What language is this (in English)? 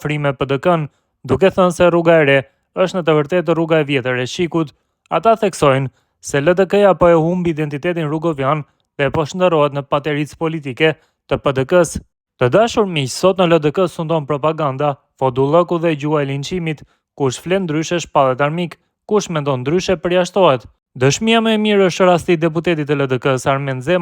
Albanian